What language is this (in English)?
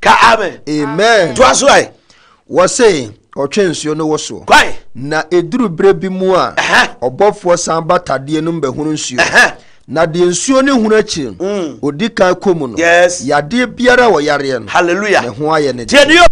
Akan